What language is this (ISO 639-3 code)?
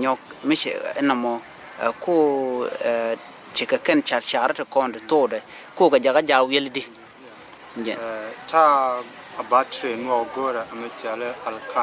nus